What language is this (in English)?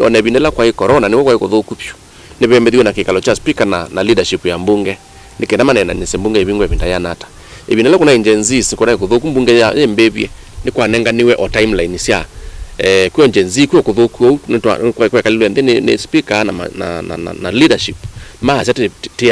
Kamba